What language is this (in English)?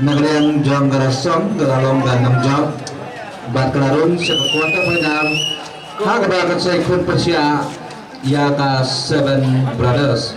Khasi